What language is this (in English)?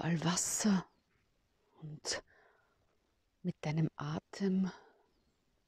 German